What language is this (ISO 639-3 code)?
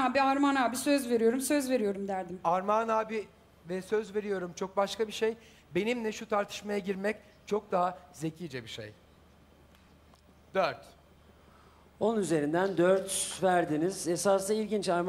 tur